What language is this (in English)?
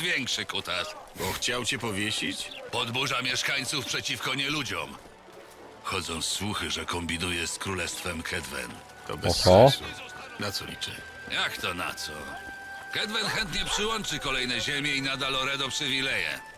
Polish